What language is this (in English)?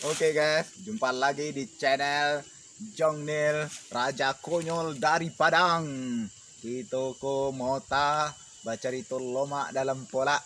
Minangkabau